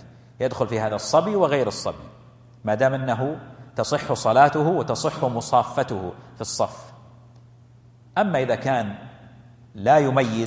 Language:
Arabic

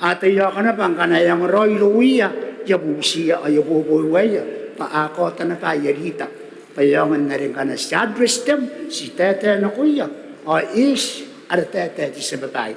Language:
Gilbertese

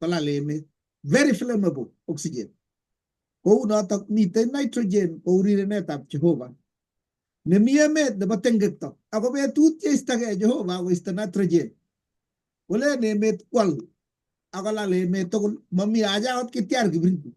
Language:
Kalenjin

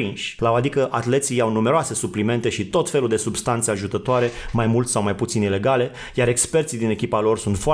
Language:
Romanian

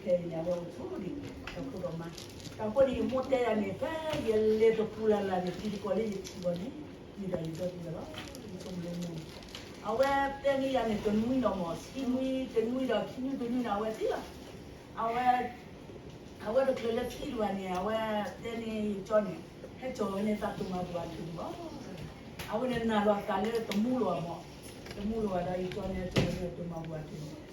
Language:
S'gaw Karen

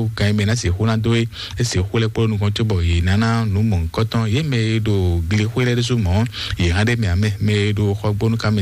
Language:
Fon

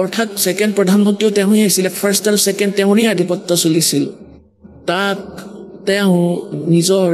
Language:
Assamese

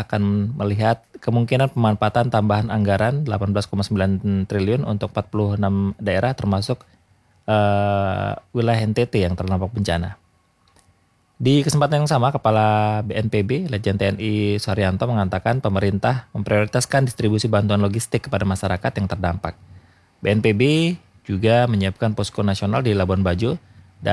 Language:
Indonesian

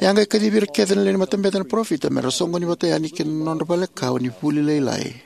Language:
Fijian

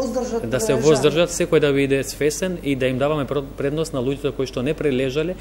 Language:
Macedonian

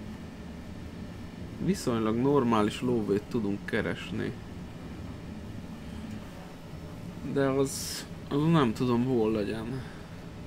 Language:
Hungarian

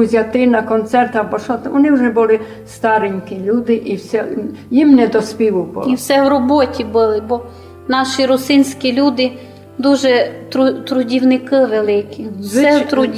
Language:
Rusyn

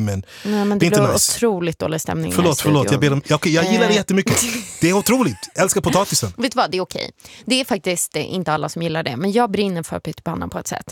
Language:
Swedish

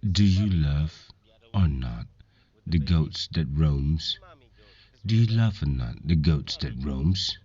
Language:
Khasi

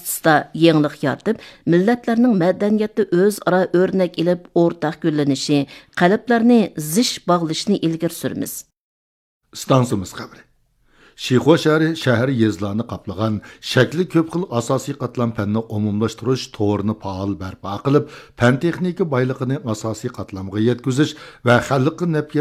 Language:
Uyghur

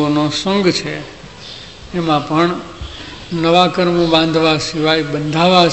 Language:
Gujarati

